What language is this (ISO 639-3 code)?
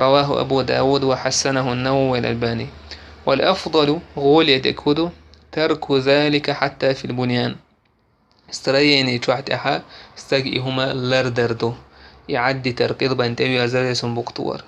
che